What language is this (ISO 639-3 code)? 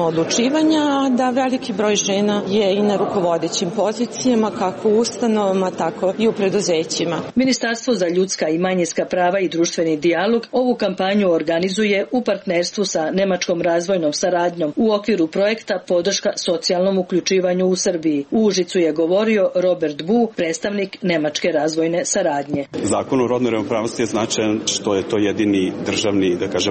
srp